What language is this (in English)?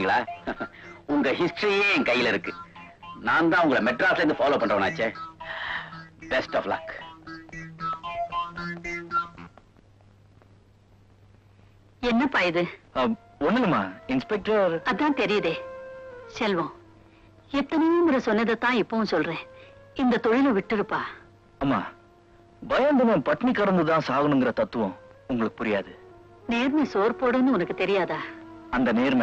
Tamil